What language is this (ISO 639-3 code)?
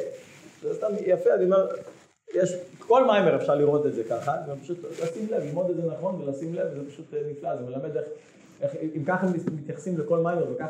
heb